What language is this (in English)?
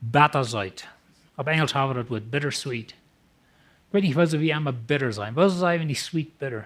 Plautdietsch